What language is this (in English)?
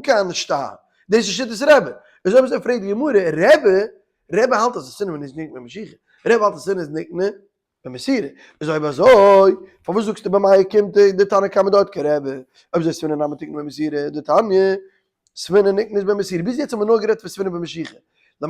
Yiddish